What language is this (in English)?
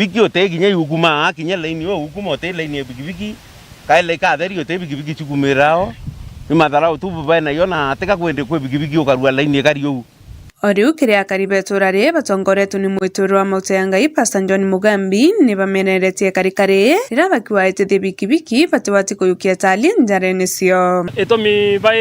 Meru